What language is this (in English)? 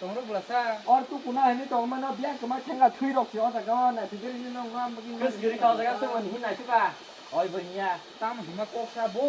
Kok Borok